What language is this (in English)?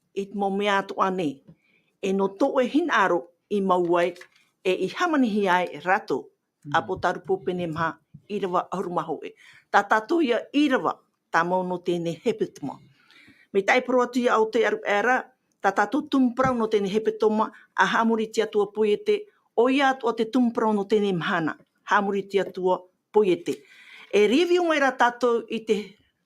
Tahitian